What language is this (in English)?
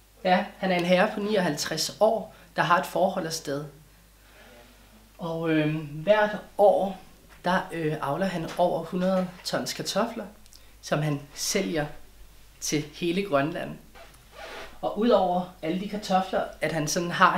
Danish